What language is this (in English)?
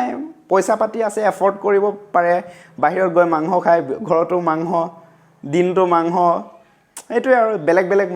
Assamese